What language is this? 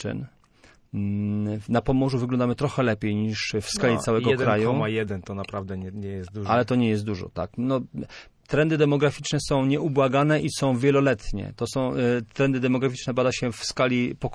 Polish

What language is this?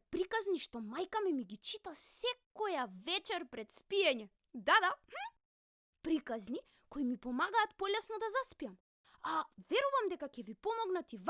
Macedonian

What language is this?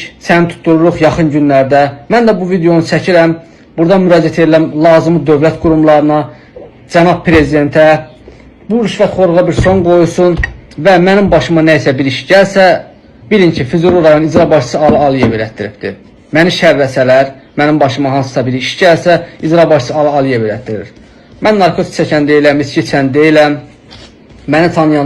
Azerbaijani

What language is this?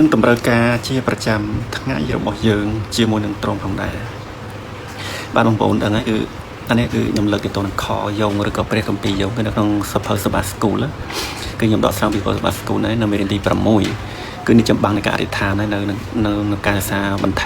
Khmer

